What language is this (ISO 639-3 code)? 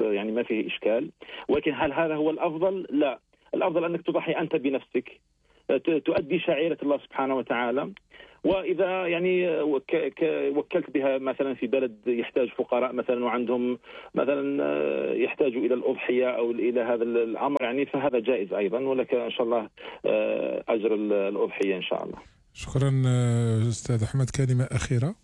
arq